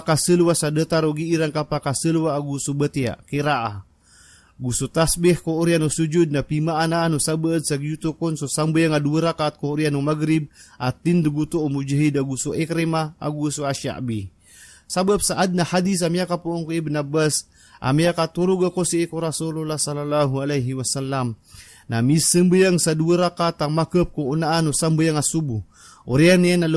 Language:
Maranao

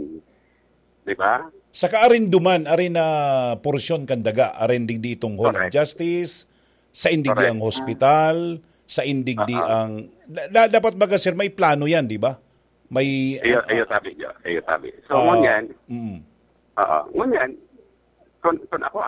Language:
Bikol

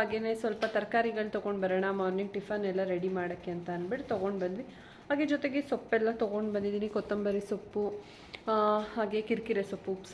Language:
Kannada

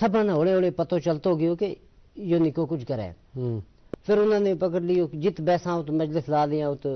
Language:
Gujari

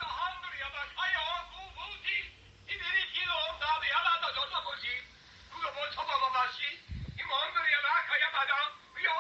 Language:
Ewe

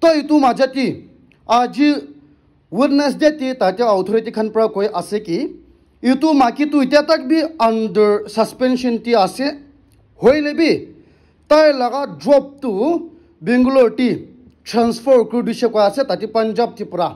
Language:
Naga Pidgin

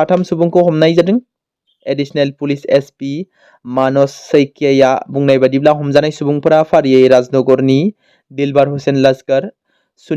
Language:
Bodo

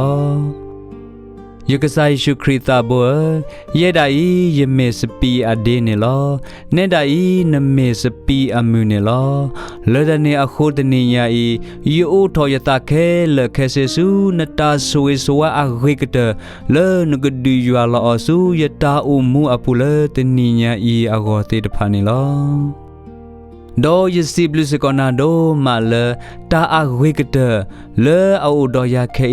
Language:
S'gaw Karen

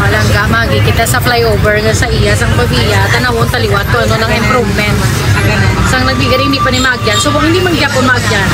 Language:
Hiligaynon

